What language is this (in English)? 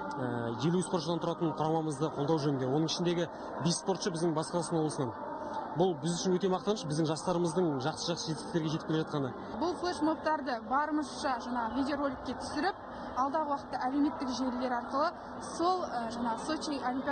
Kazakh